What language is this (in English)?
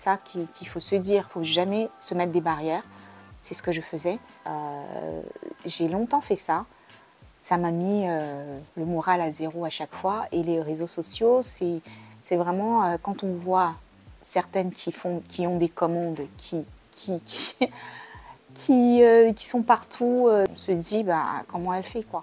French